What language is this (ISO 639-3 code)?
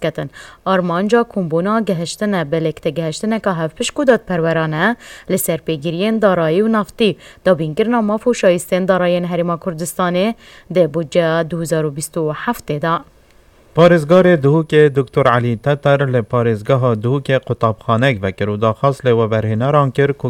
kur